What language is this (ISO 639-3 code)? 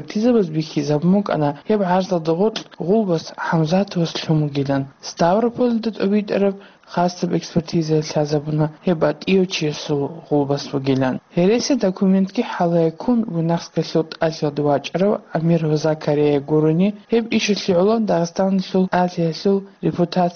ava